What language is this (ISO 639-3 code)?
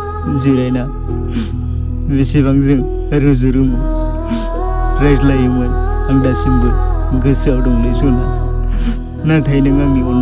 brx